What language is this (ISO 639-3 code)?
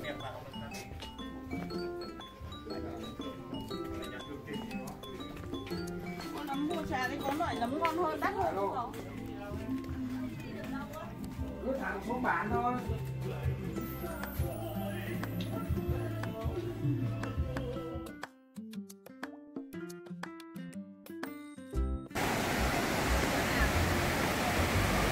vie